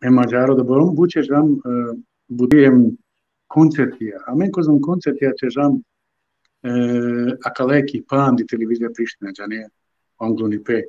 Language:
Balkan Romani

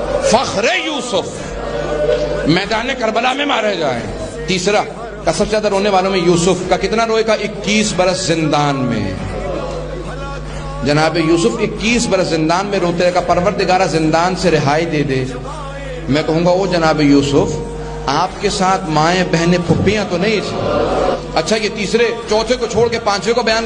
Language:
Urdu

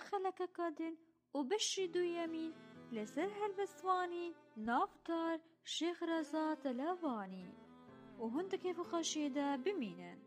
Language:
Kurdish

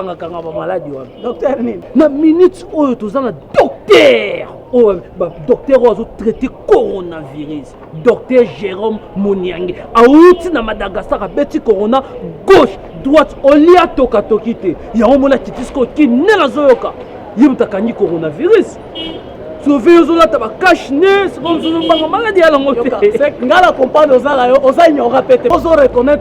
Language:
Lingala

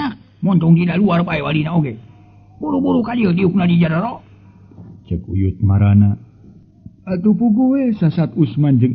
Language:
Sundanese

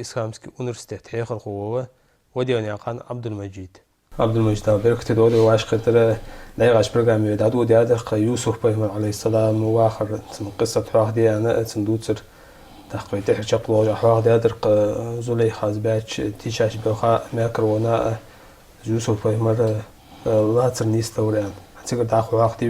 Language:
Ingush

